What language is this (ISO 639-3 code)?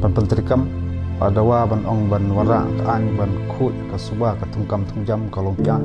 kha